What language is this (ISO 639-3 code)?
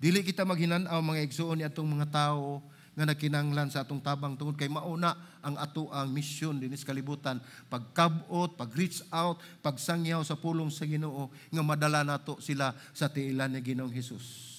ceb